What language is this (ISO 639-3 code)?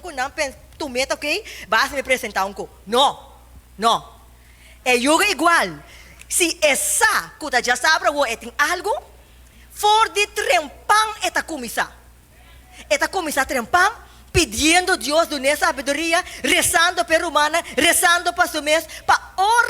pap